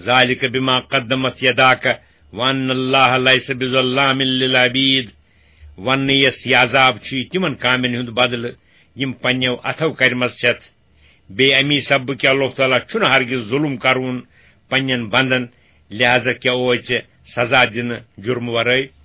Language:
Kashmiri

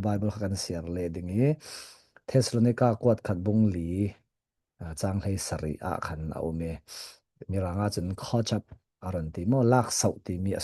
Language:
Falam Chin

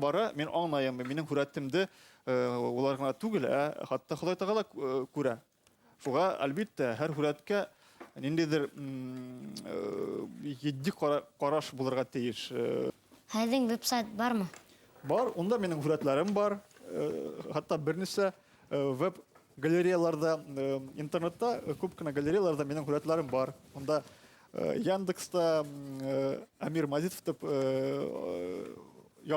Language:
Bashkir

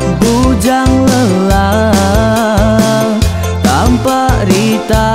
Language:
Iban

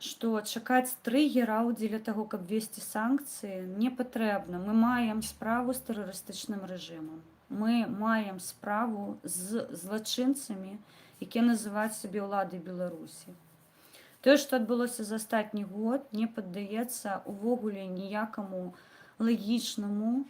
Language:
Belarusian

